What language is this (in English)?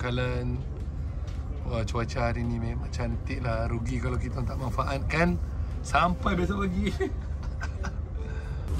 Malay